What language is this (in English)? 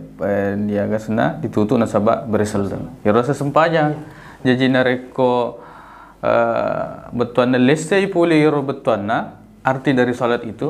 Buginese